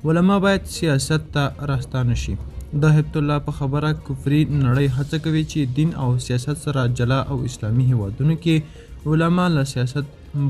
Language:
Pashto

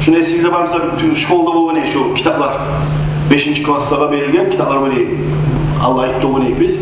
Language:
Kumyk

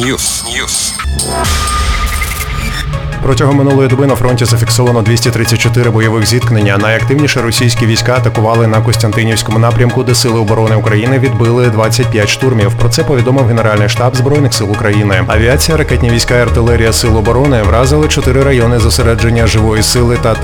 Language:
Ukrainian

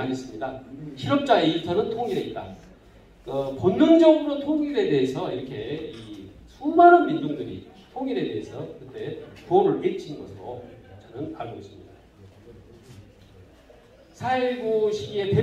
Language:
Korean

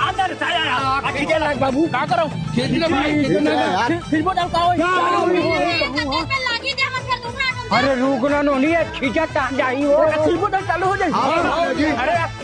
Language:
Chhattisgarhi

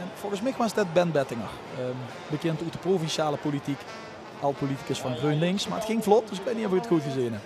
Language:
Limburgish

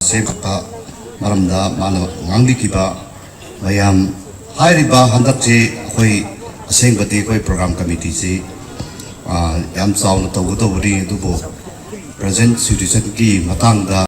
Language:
Manipuri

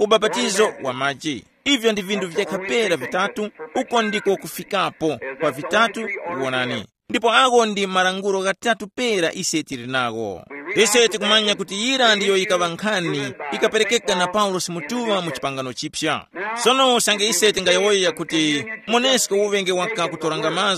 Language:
Tumbuka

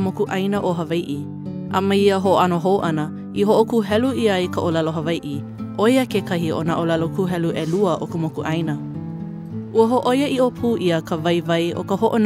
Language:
Hawaiian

